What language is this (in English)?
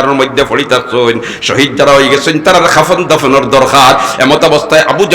Sylheti